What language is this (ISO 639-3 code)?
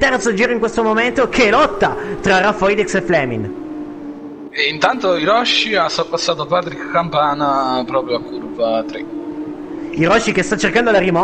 ita